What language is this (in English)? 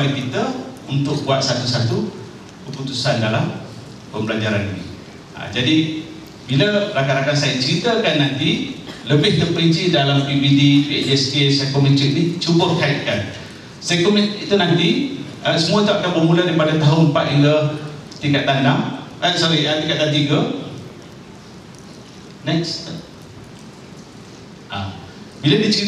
Malay